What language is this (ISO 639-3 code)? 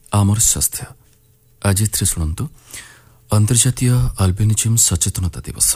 ori